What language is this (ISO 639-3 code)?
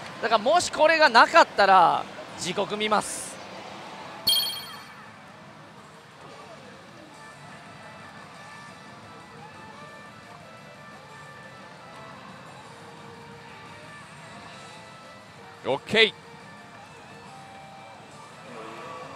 jpn